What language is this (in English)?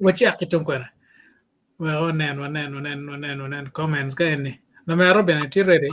Acoli